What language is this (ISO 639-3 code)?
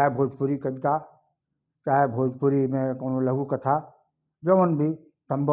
bho